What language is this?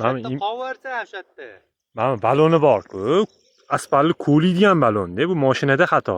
Uzbek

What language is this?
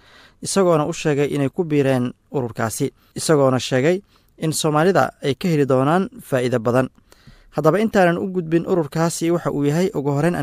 Somali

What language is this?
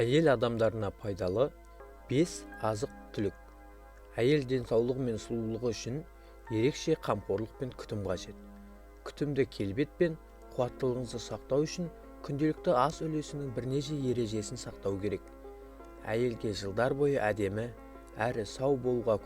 Kazakh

